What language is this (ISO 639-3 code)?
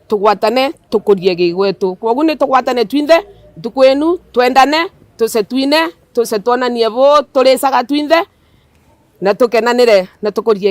mer